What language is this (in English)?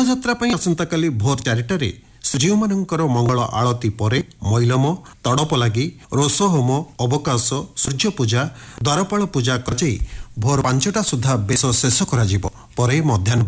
Odia